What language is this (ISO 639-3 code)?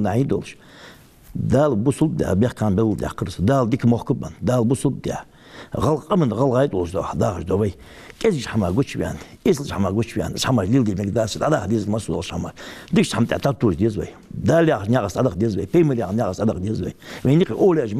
inh